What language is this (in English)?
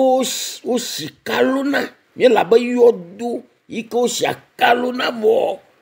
Ewe